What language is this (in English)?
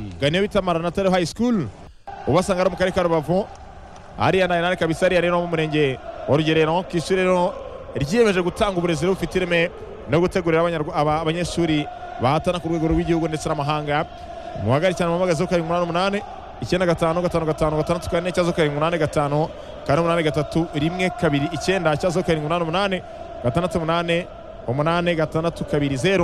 Kinyarwanda